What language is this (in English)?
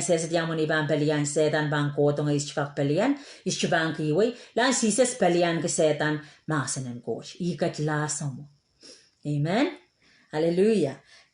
Pohnpeian